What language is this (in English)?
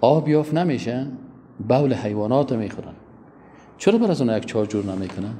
Persian